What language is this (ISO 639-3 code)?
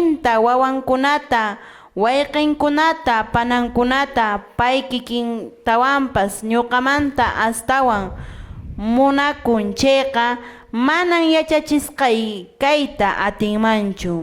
que